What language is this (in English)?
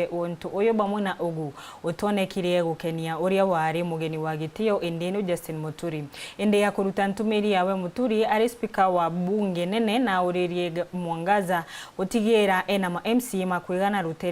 Meru